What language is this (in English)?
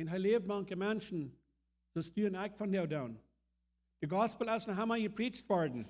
Plautdietsch